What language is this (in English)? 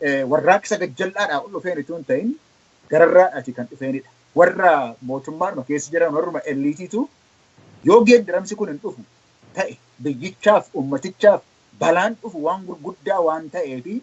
Oromo